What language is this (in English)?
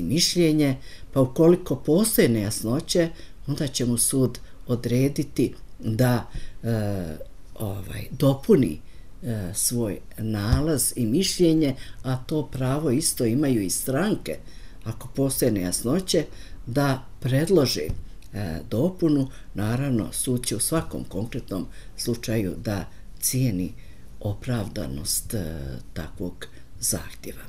Bosnian